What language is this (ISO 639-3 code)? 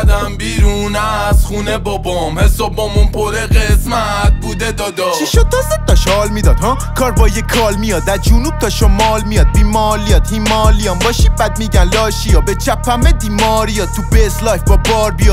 fas